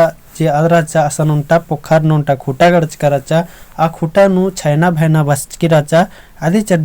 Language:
Kurukh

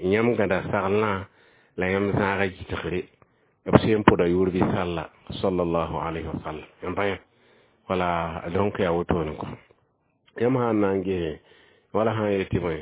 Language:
Mossi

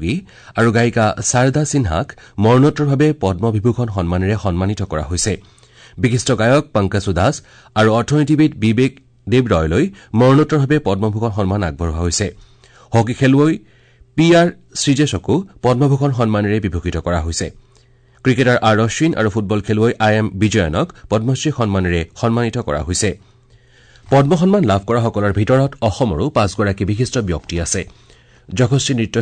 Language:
Assamese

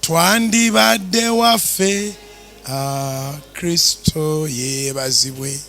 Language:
Ganda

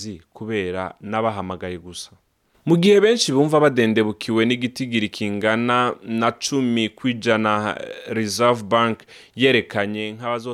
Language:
Rundi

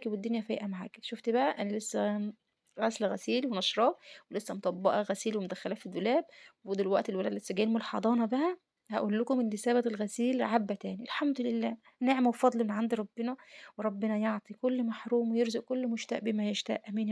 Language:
Egyptian Arabic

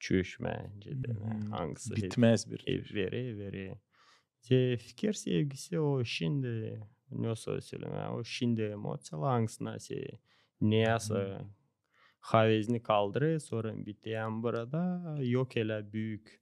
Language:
Gagauz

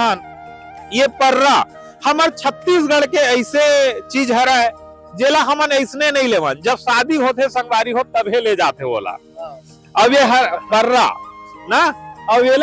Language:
Chhattisgarhi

